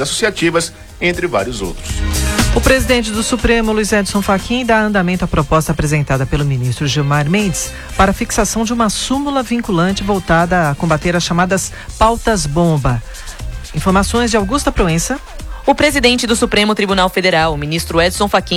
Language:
Portuguese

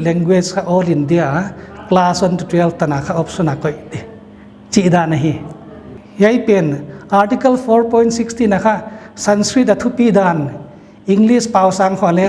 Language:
Paite Chin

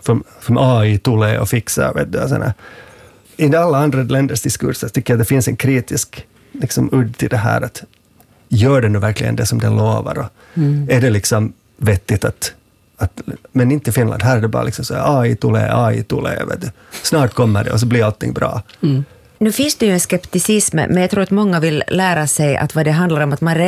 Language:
Swedish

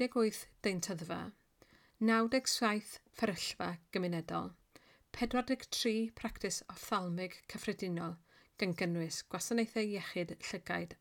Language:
Welsh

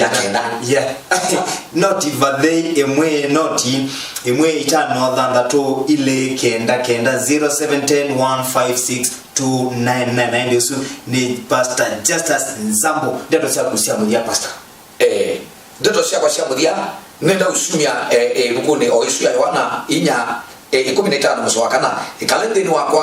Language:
Kamba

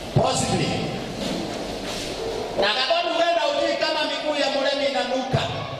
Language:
Swahili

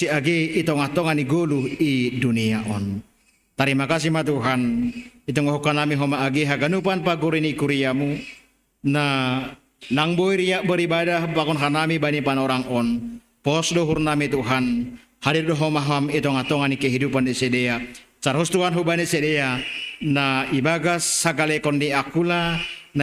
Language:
Batak Simalungun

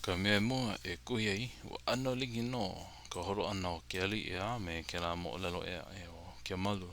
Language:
Hawaiian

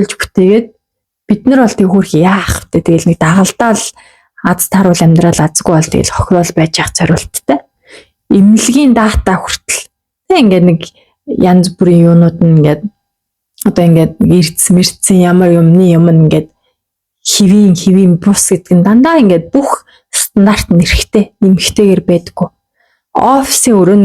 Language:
Mongolian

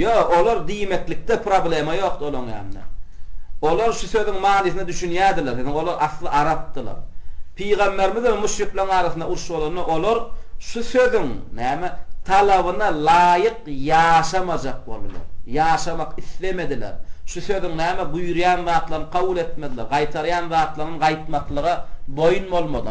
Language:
Turkmen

